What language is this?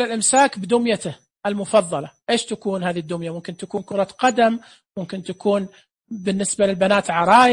Najdi Arabic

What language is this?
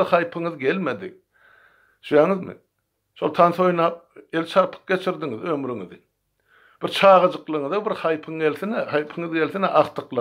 Turkmen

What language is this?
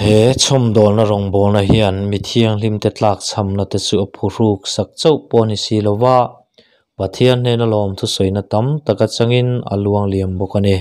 Mizo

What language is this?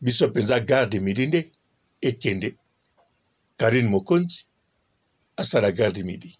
Lingala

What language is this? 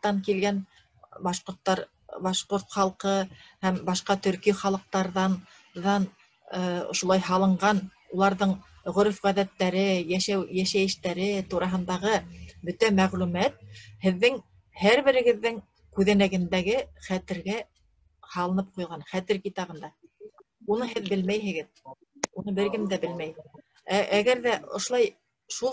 Bashkir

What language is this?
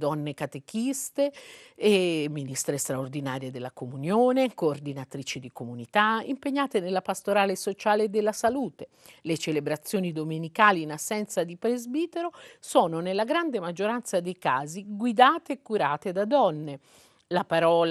Italian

